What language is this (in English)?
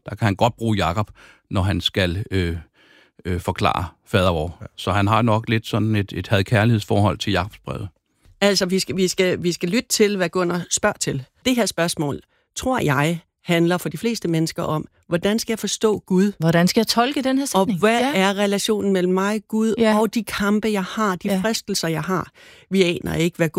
Danish